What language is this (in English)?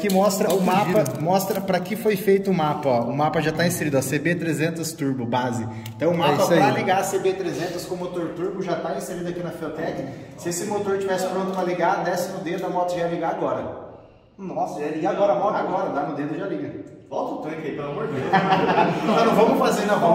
Portuguese